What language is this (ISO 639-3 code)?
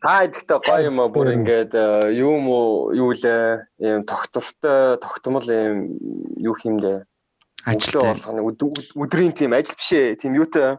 mon